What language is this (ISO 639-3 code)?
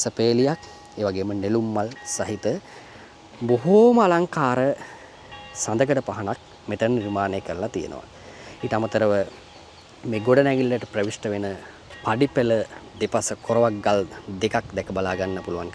sin